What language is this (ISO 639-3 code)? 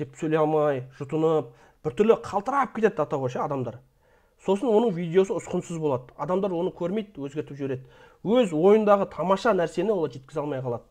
kaz